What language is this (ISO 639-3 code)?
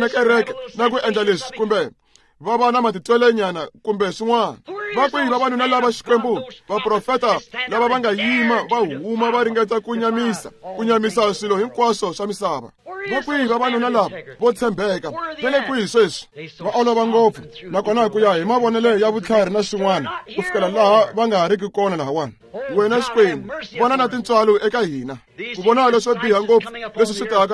tso